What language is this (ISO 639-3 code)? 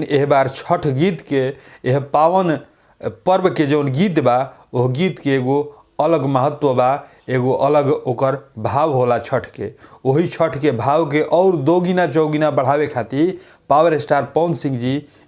bho